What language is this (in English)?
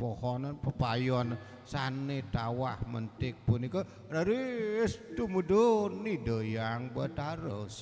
Balinese